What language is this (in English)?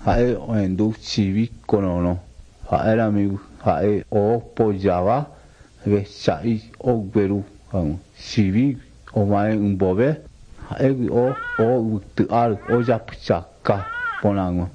Guarani